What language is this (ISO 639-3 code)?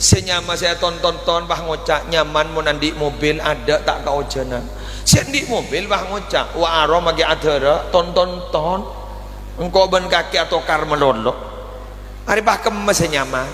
mad